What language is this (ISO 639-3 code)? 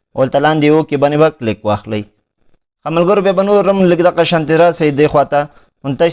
pus